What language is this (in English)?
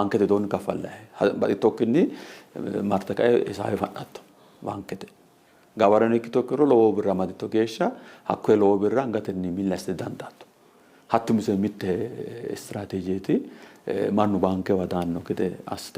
Sidamo